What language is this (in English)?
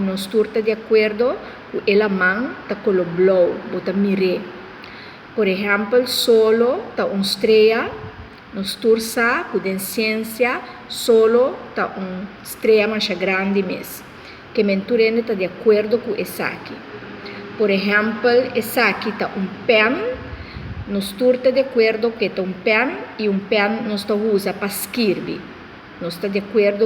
Papiamento